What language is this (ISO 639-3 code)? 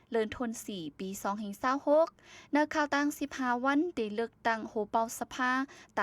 shn